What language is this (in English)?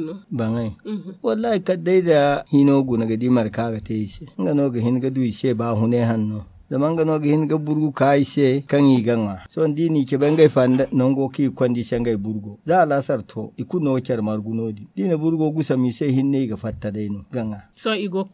Zarma